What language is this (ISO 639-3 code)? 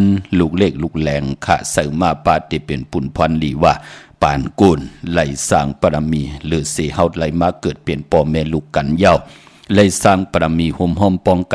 shn